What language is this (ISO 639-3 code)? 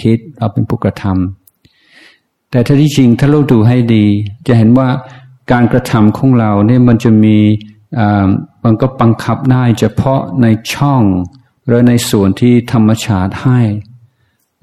tha